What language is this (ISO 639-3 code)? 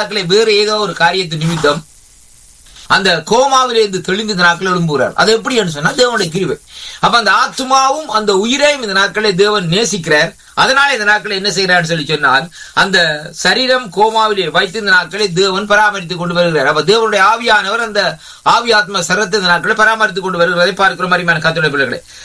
tam